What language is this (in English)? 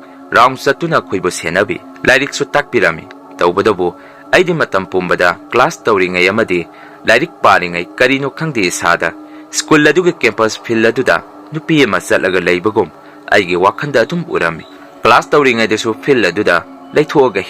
Manipuri